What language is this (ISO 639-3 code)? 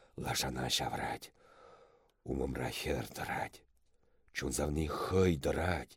chv